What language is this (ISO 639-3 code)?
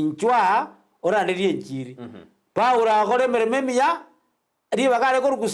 guz